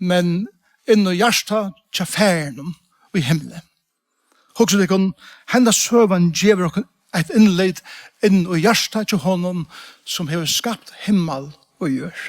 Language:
Faroese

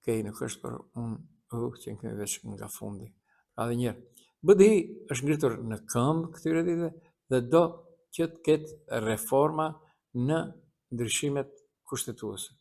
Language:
Albanian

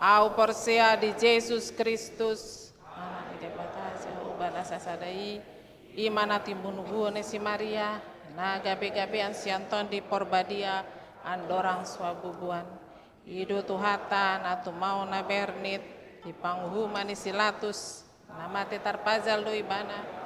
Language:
Batak Toba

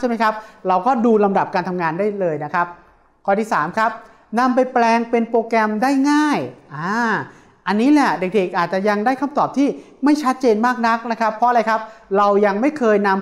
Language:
Thai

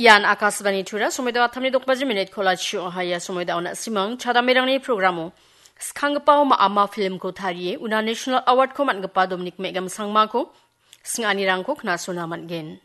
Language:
Garo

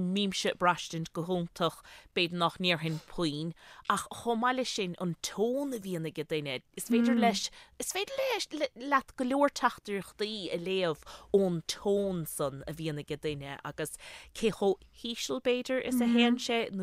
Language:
Irish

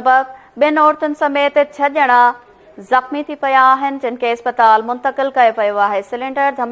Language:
Sindhi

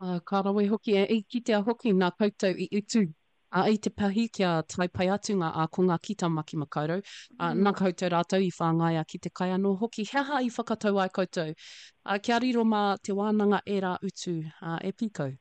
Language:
Māori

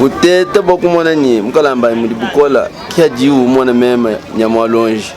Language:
Luba-Lulua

